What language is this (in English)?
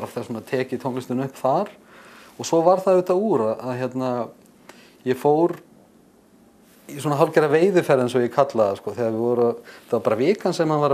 Icelandic